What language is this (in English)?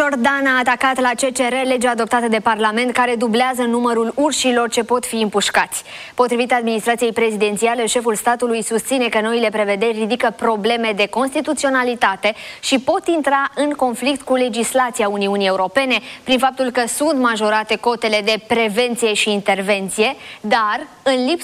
Romanian